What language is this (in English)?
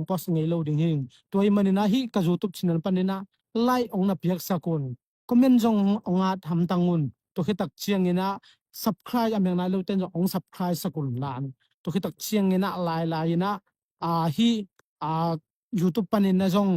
Tedim Chin